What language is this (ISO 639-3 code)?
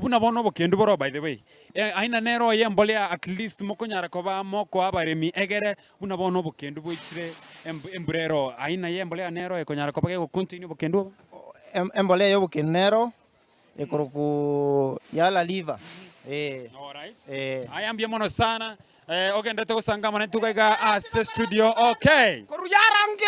guz